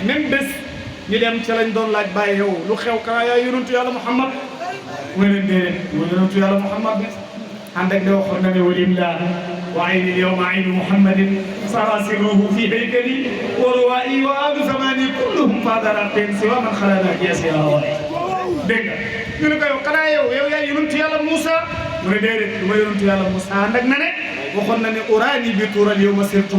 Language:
Wolof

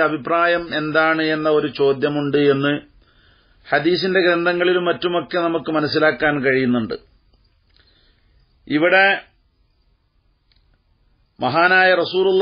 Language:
Malayalam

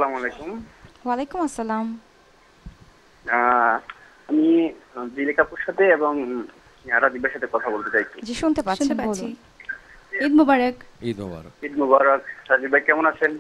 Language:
Bangla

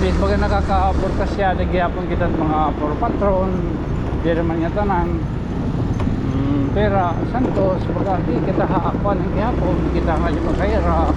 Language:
Waray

